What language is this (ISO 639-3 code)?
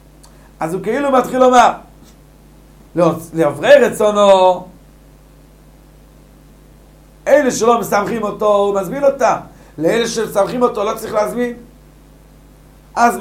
heb